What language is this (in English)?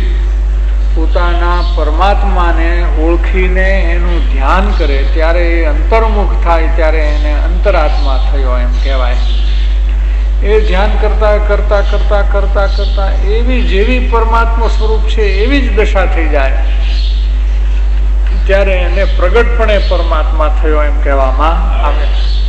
Gujarati